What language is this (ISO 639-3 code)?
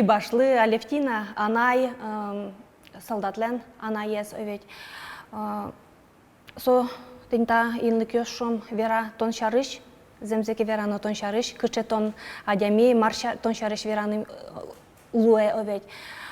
udm